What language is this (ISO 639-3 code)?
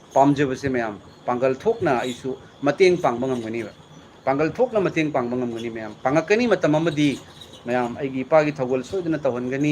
mni